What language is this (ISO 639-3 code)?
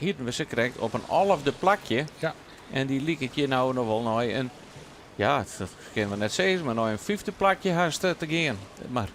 fry